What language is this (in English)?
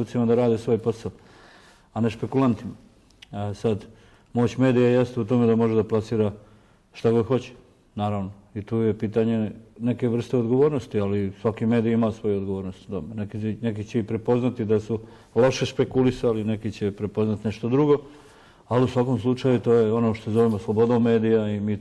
Bosnian